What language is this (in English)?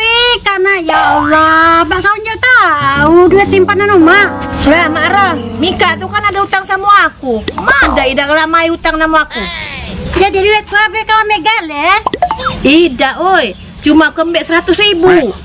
Musi